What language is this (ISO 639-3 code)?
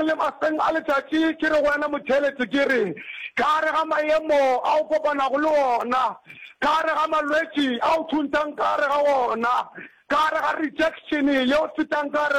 nso